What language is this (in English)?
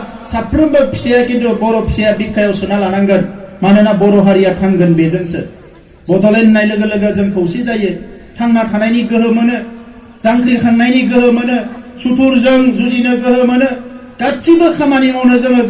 Bodo